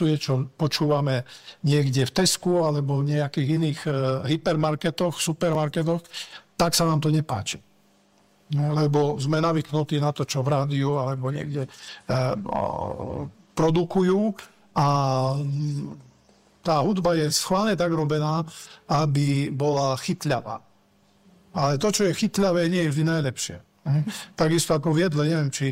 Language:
Slovak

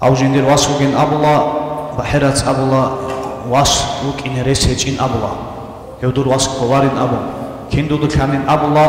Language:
Avaric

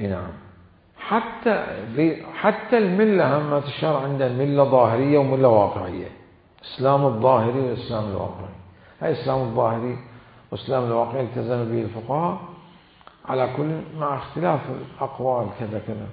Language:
Mesopotamian Arabic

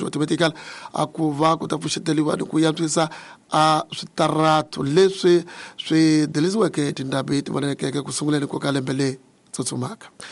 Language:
Tsonga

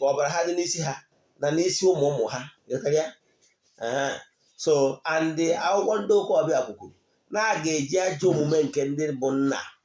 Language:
Igbo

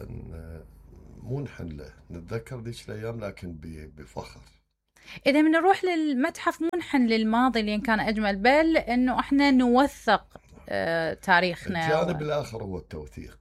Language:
Mesopotamian Arabic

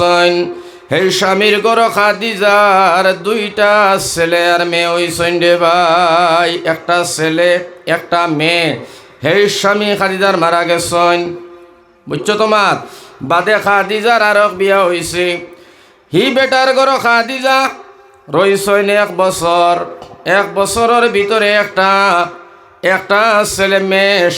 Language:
Sylheti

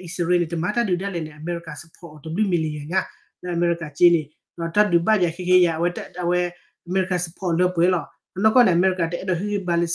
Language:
S'gaw Karen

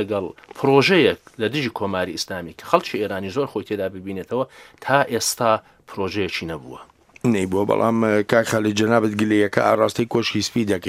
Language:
Central Kurdish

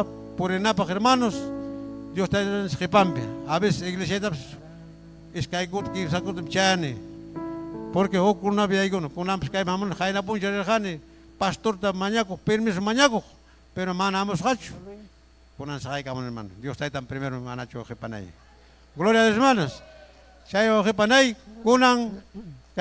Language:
Ayacucho Quechua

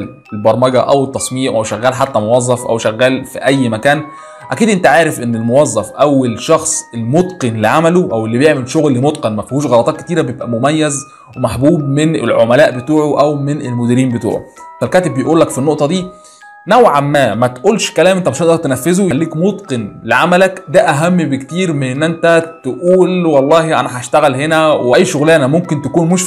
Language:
Egyptian Arabic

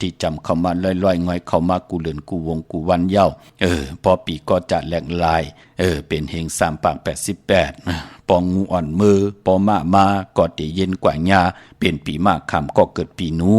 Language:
Shan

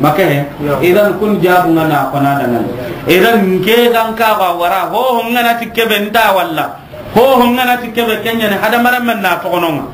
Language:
Soninke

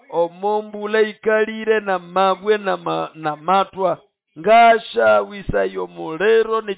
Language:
Nande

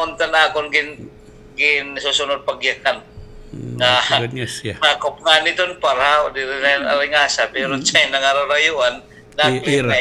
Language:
Waray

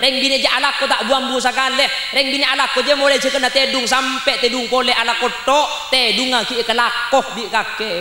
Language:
Madurese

